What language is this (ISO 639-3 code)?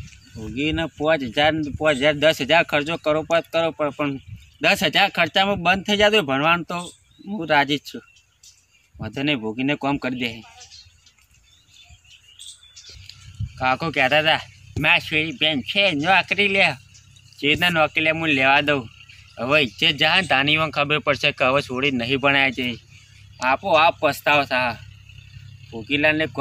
guj